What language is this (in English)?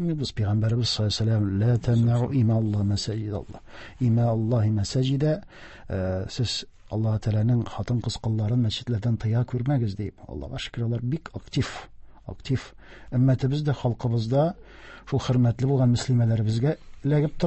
Tatar